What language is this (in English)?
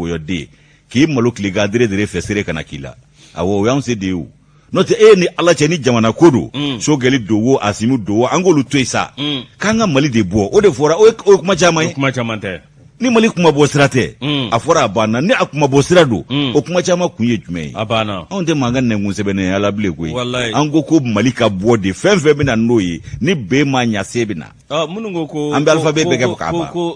Bambara